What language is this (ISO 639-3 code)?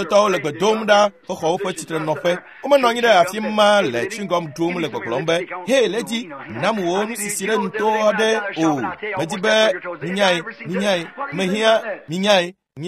ewe